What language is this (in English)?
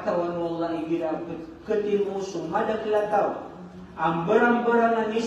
Maranao